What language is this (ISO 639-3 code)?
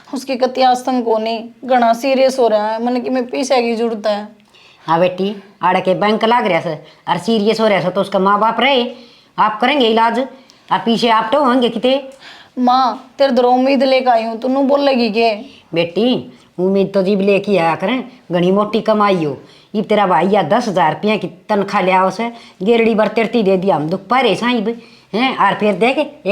bgc